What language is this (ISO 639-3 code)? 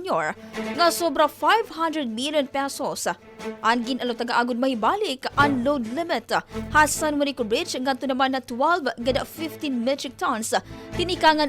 war